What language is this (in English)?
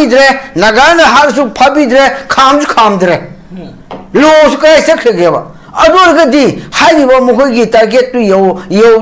Manipuri